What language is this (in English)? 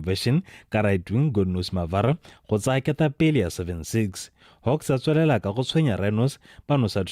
Tswana